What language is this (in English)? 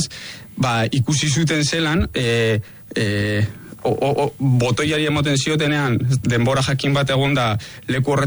Basque